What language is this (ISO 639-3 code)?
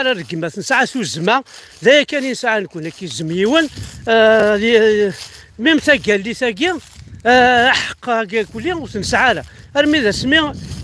kab